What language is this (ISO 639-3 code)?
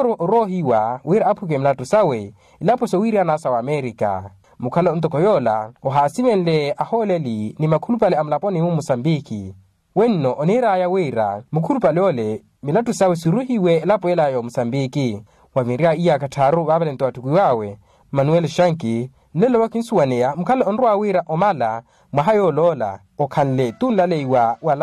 vmw